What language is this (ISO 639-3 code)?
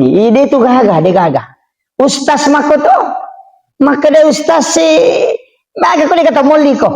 bug